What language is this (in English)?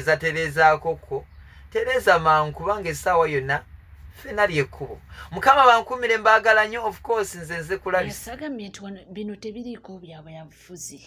Ganda